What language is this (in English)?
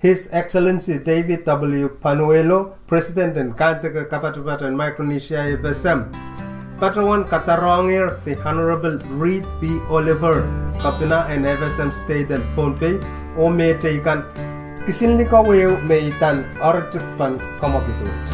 Pohnpeian